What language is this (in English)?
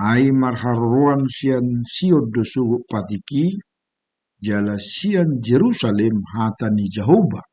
Batak Toba